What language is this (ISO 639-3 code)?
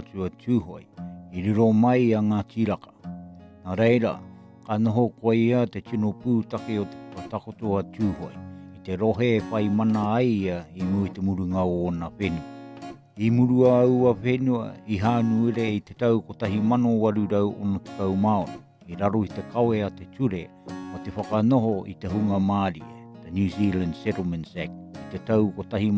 mri